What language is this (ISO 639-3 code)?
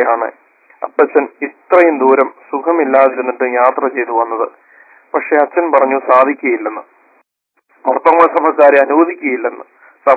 mal